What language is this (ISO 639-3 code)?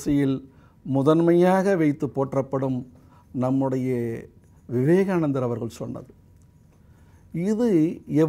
tam